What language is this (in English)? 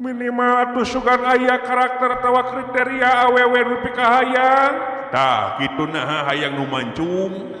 Sundanese